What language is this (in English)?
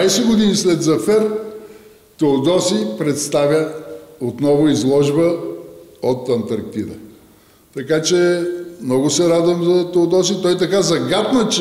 Bulgarian